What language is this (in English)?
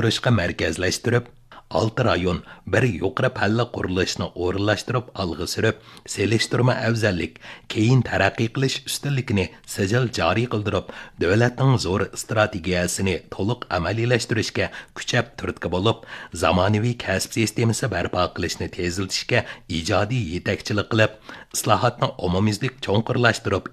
Uyghur